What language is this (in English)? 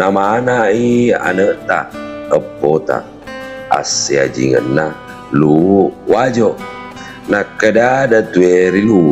Buginese